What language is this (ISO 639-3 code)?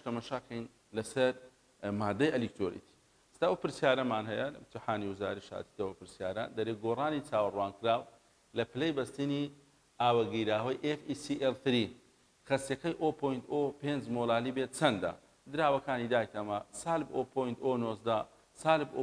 ckb